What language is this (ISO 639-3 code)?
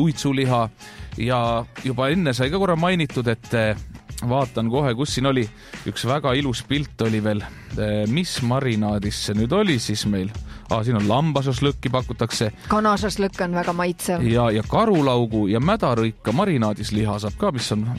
est